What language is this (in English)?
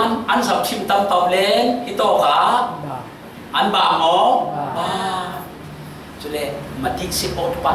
Falam Chin